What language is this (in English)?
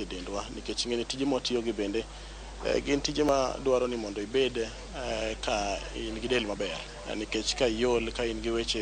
Luo (Kenya and Tanzania)